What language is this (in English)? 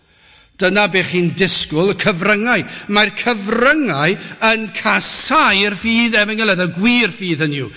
Welsh